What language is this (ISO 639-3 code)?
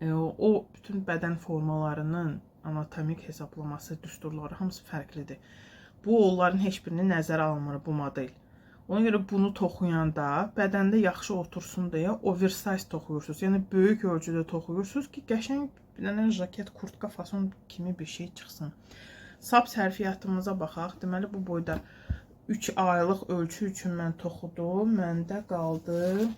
aze